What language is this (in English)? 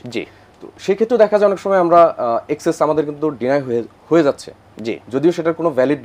Bangla